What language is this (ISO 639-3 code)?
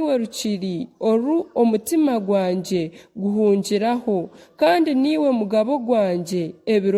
nyn